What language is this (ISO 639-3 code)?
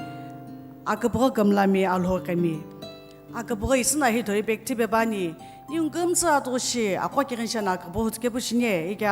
nsm